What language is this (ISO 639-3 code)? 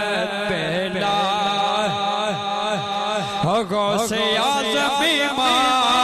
urd